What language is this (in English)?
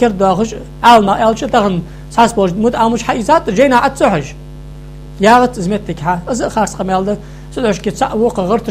Ingush